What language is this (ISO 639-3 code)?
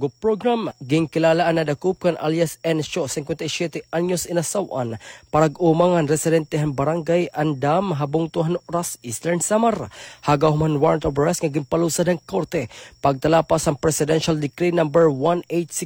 war